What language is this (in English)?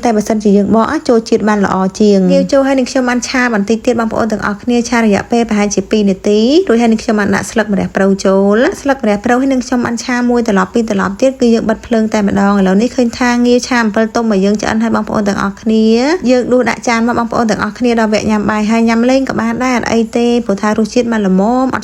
Khmer